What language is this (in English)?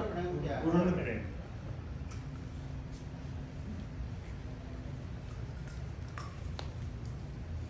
Hindi